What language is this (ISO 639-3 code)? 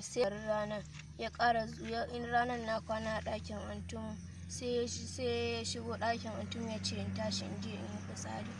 hau